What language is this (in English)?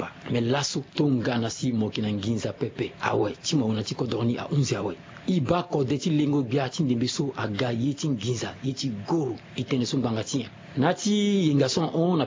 Sango